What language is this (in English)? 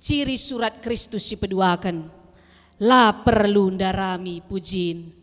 Batak Karo